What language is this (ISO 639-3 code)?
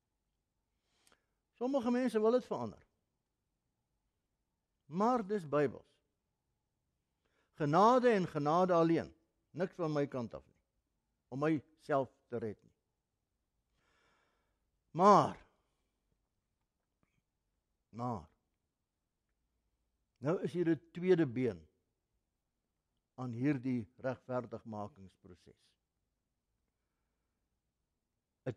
afr